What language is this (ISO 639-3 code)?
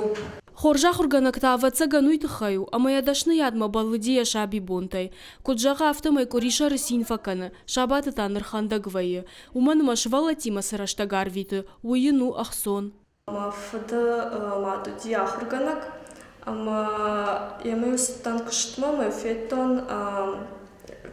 oss